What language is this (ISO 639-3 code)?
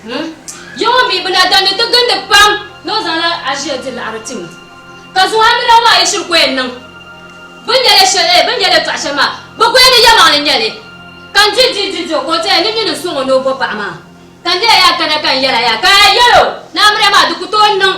dag